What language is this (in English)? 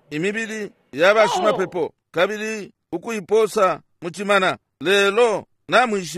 Bemba